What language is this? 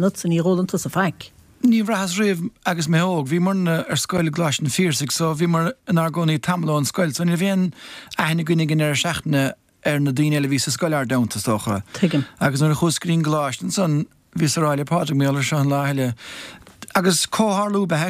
Irish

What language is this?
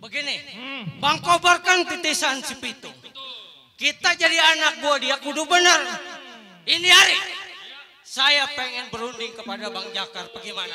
Betawi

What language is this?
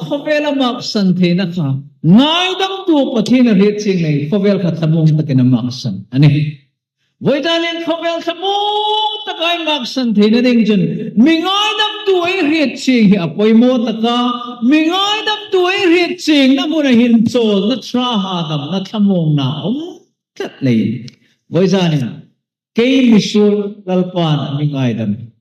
Hmar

